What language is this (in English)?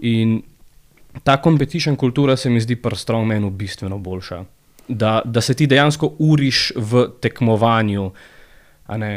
Slovenian